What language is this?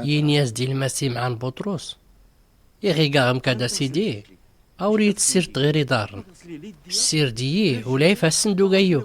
Tachelhit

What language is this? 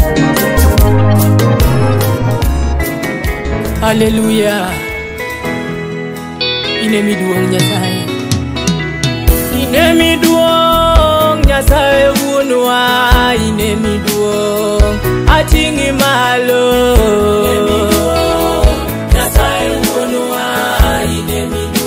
Luo (Kenya and Tanzania)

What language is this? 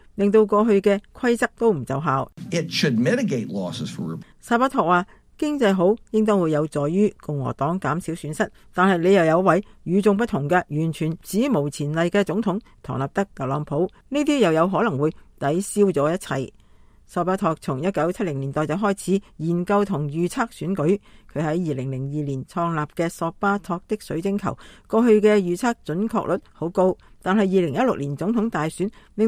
Cantonese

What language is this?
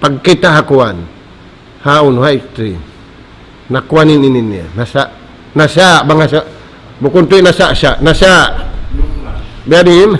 Tausug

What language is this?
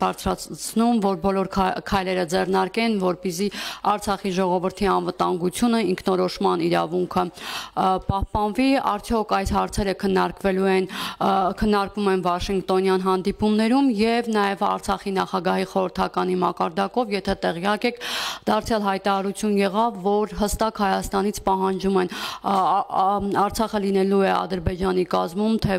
Armenian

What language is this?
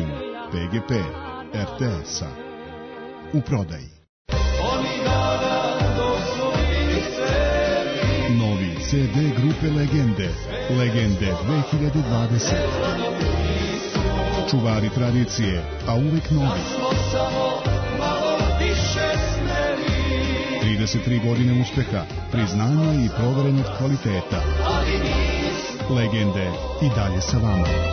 Serbian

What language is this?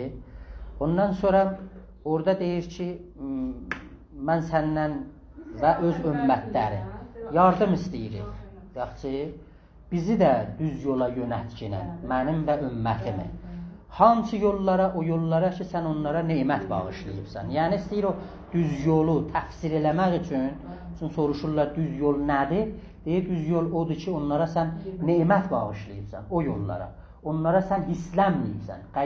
South Azerbaijani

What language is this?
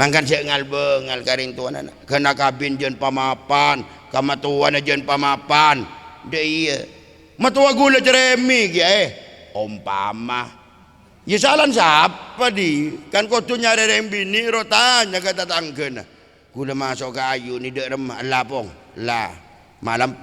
Madurese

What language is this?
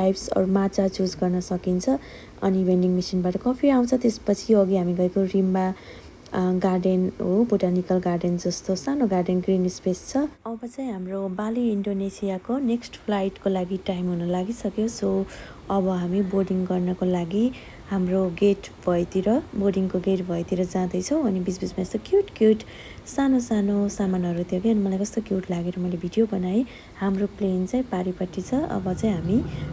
Nepali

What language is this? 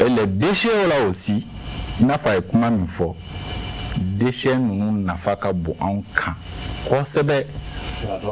Bambara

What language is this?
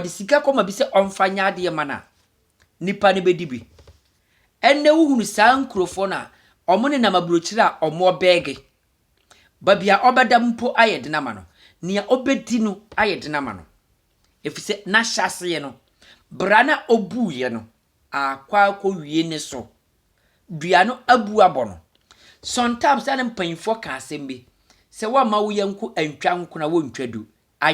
Akan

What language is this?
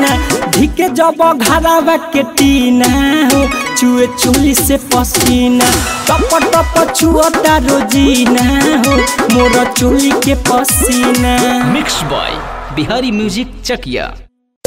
Bhojpuri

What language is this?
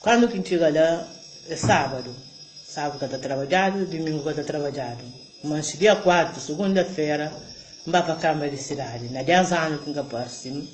Kabuverdianu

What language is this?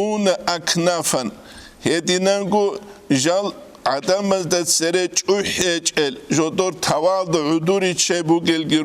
Avaric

